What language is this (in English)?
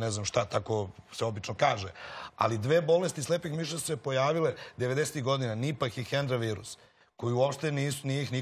Serbian